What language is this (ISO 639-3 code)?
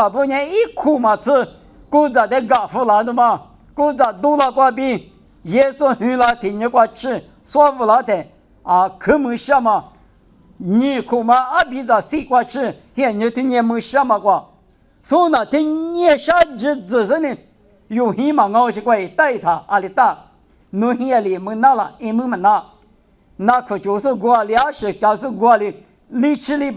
lis